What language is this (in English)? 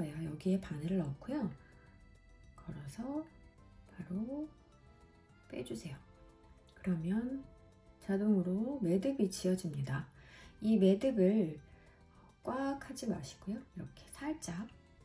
Korean